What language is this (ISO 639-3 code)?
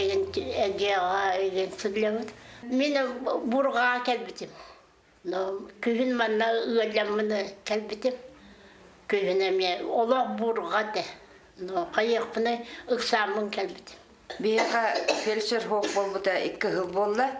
sah